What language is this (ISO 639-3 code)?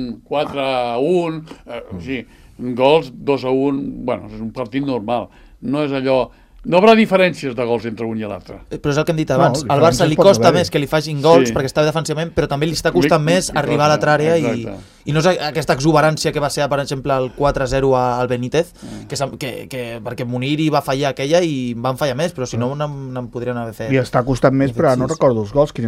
cat